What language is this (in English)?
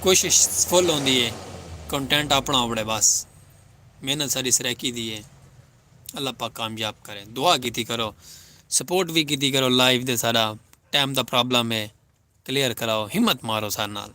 Saraiki